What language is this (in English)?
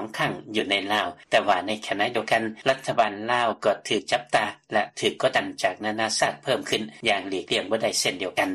Lao